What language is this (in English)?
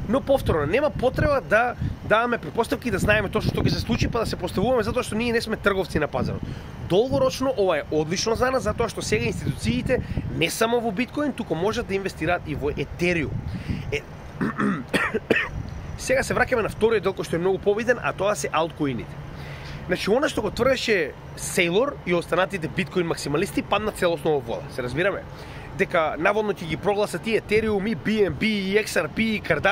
Macedonian